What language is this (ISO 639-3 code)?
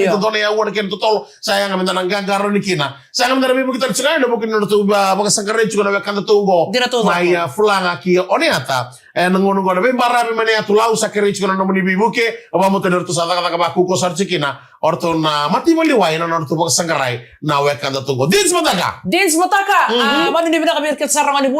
fij